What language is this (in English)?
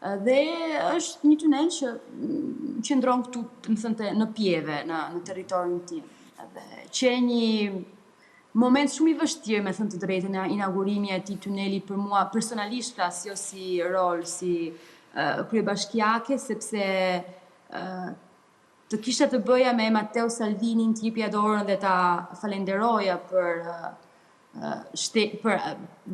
Albanian